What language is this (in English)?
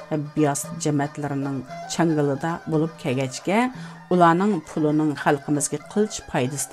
Uyghur